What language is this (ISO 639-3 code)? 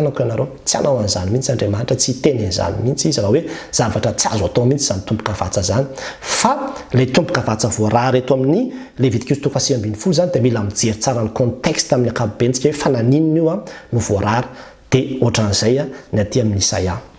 mlg